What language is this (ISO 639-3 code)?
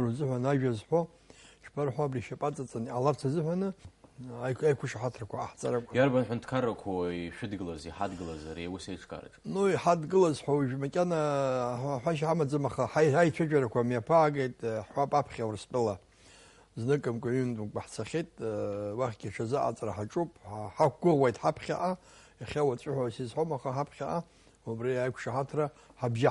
abk